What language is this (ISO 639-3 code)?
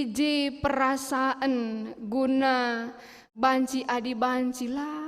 btx